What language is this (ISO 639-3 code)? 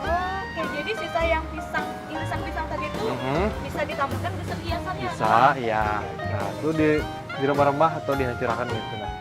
bjn